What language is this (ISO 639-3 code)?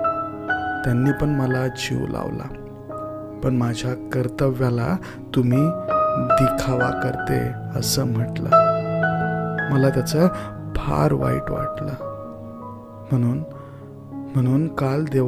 mar